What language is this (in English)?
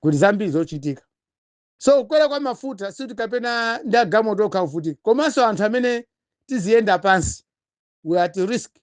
Nyanja